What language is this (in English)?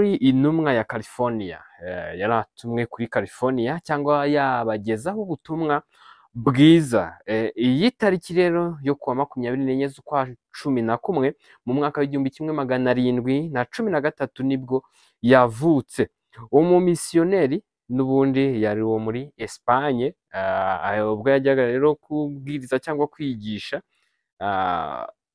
Kinyarwanda